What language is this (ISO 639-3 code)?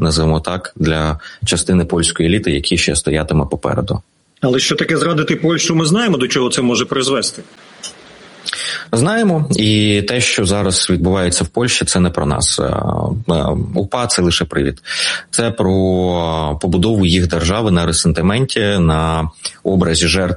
ukr